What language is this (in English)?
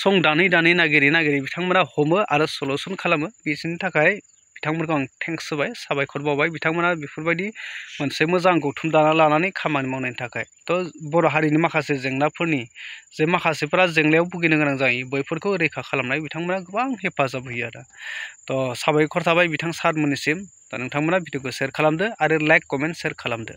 Bodo